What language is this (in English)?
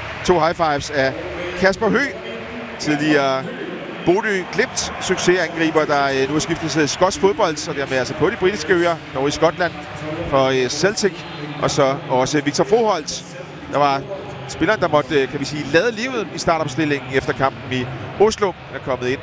Danish